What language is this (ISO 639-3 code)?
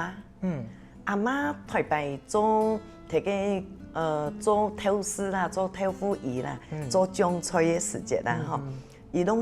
hak